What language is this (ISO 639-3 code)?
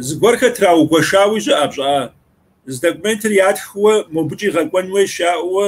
kbd